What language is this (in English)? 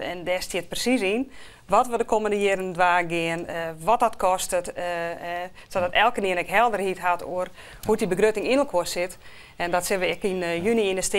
Western Frisian